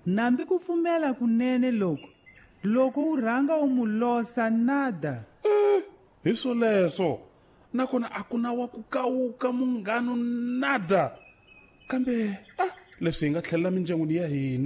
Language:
Tsonga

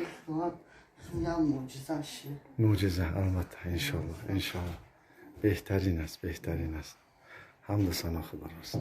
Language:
Tajik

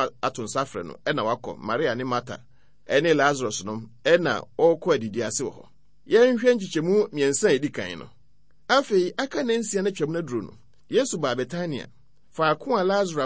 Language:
Akan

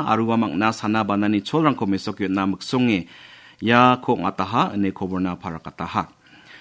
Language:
Garo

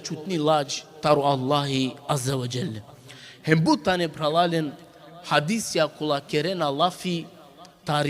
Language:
Balkan Romani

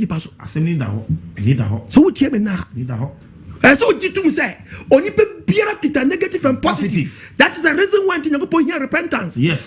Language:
Akan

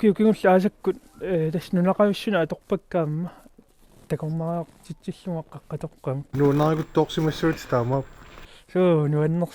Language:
Kalaallisut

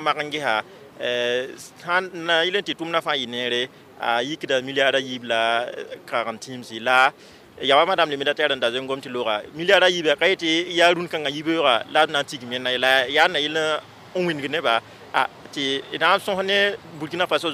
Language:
Mossi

